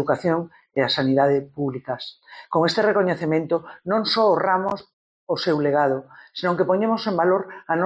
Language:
Galician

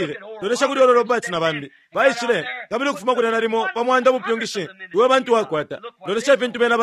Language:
Bemba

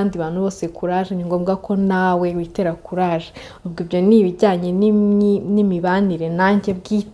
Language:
Kinyarwanda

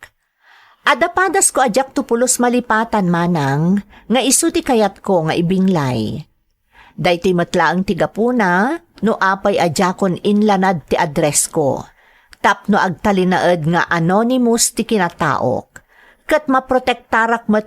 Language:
Iloko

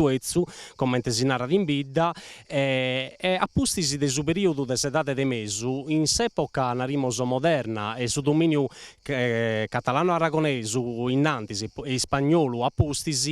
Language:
Sardinian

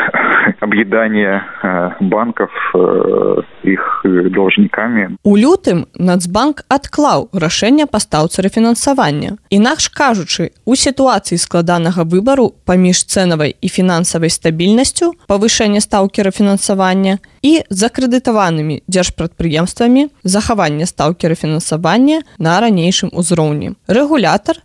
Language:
Belarusian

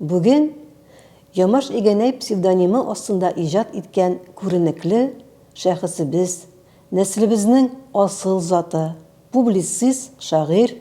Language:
Tatar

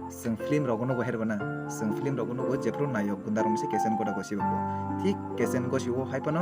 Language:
Kok Borok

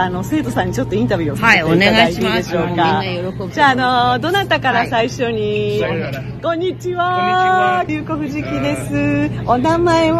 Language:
Japanese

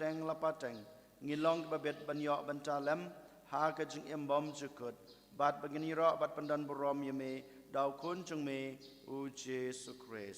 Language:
Khasi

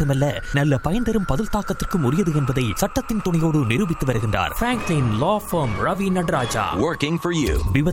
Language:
Tamil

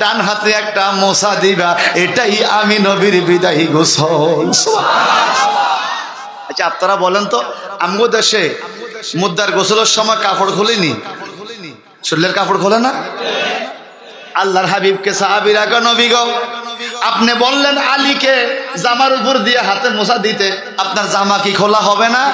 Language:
Bangla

